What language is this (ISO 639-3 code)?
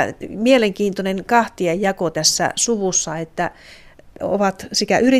fin